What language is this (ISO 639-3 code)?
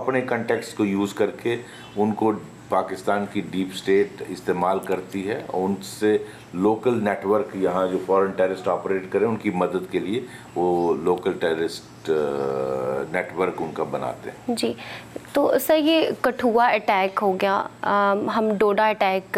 hin